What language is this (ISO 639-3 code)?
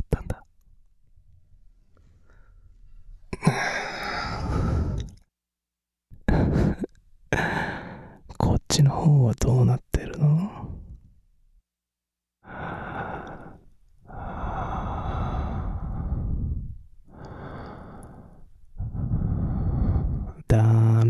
jpn